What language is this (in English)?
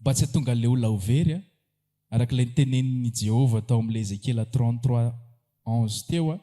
Malagasy